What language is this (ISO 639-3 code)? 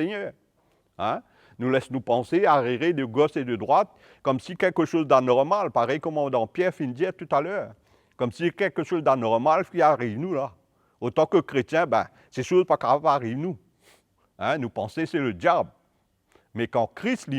mfe